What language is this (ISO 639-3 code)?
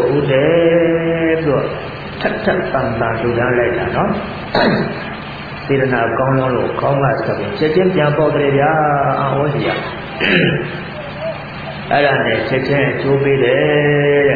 mya